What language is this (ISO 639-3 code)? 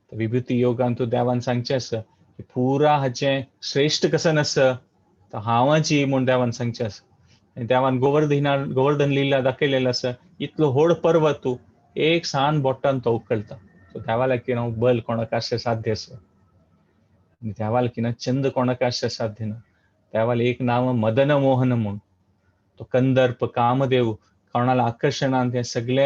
kok